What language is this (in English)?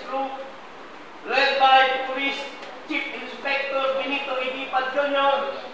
Bikol